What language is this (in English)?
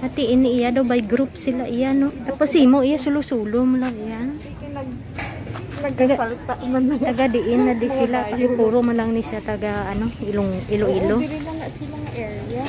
Hiligaynon